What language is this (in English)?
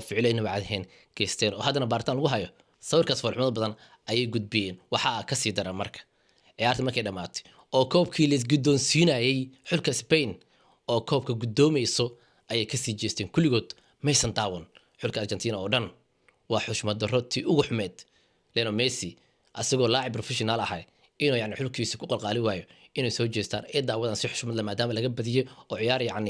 Somali